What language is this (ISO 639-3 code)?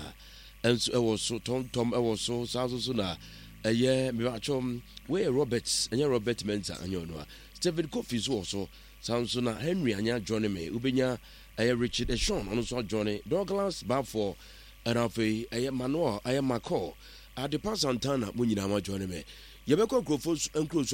aka